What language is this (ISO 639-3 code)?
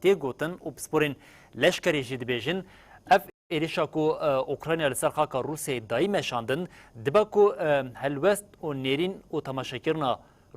kur